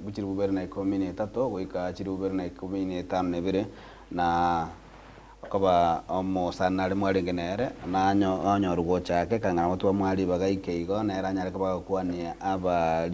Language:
Gusii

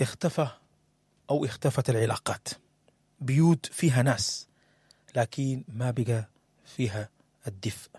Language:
Sudanese Arabic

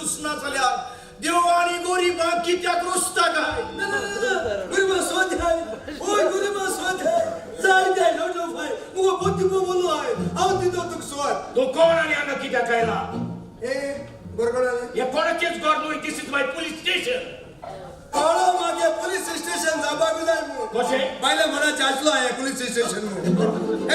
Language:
Konkani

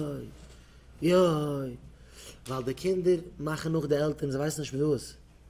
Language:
Yiddish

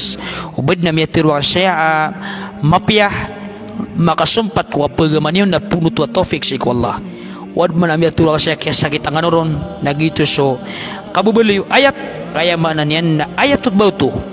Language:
Maranao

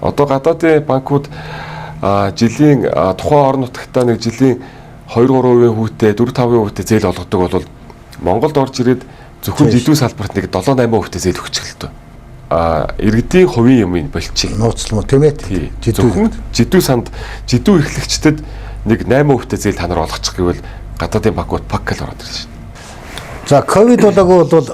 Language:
Mongolian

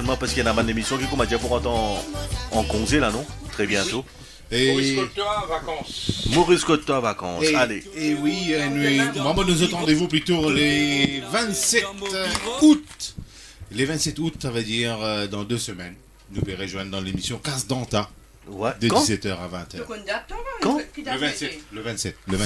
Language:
Morisyen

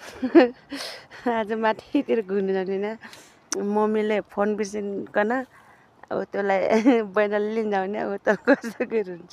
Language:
Nepali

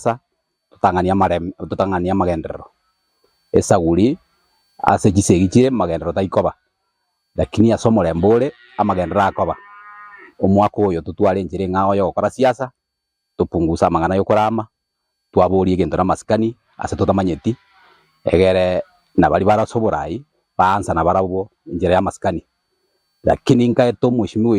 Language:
Gusii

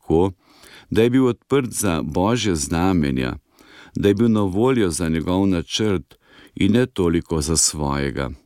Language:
Slovenian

